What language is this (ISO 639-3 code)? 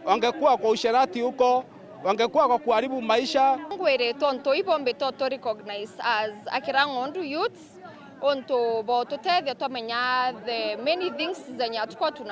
mer